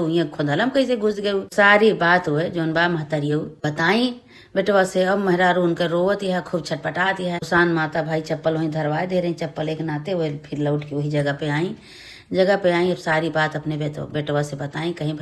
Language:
Awadhi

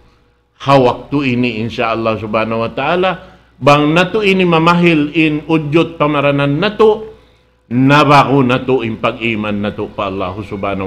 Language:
Tausug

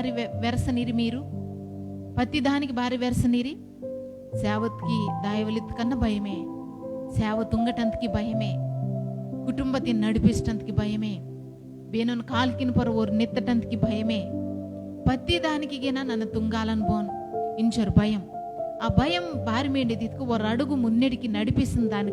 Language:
Koya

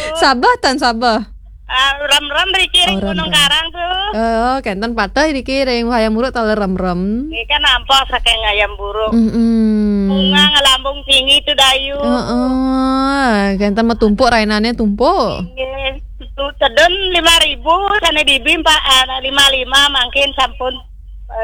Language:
Balinese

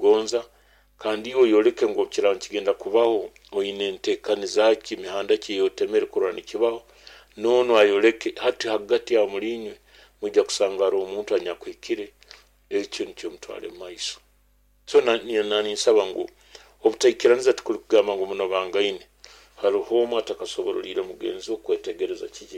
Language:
Nyoro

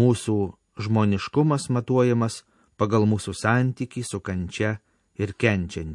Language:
Lithuanian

